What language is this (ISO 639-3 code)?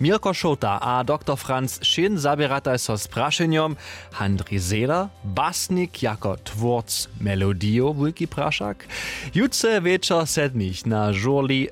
hsb